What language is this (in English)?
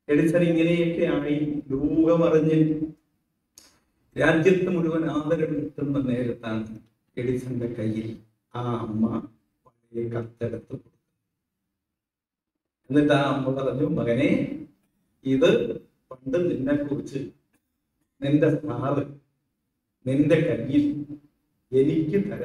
Malayalam